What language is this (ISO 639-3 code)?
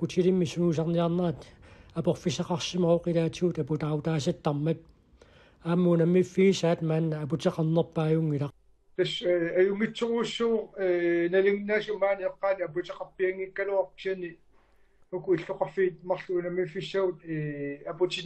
kal